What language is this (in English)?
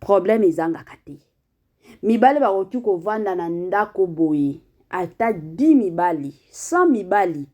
Lingala